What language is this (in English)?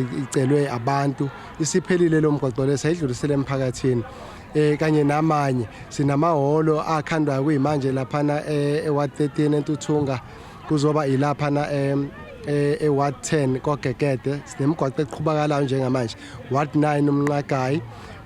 Zulu